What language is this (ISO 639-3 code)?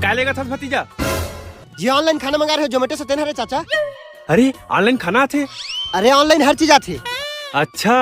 hne